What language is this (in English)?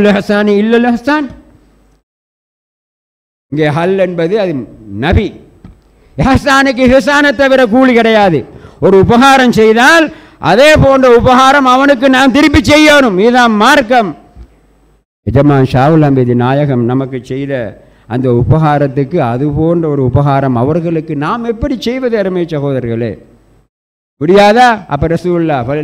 Tamil